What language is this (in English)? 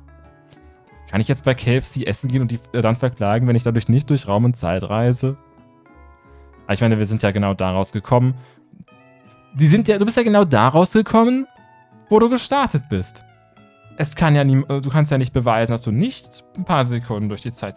German